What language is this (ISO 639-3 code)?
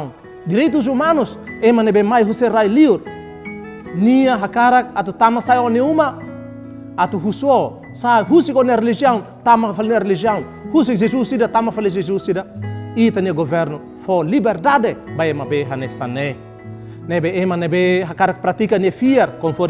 tet